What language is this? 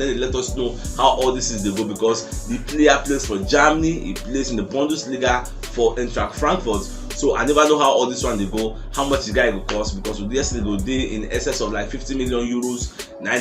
Nigerian Pidgin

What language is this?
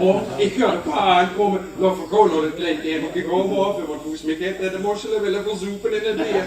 Limburgish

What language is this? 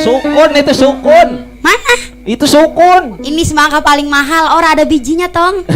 Betawi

